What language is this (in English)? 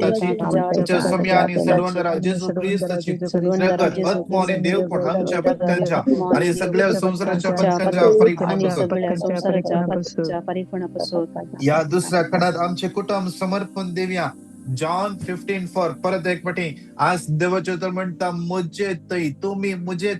Konkani